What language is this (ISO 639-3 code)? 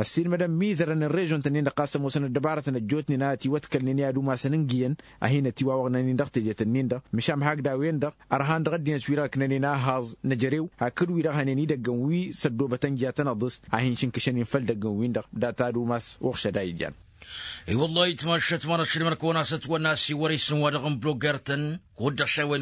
taq